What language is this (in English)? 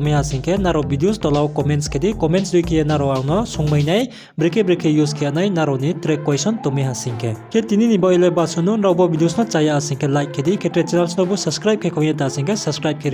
Riang (India)